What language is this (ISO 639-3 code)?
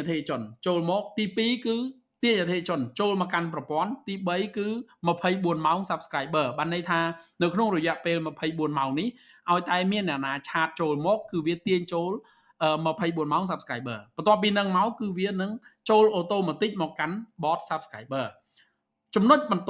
khm